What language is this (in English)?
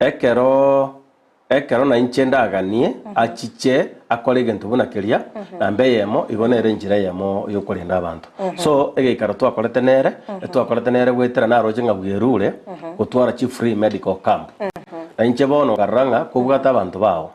Gusii